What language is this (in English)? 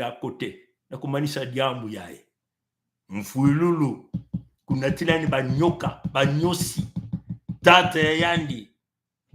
Kituba (Congo)